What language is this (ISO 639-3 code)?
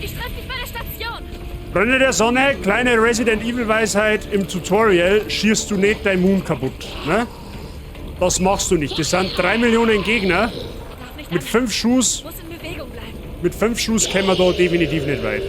bar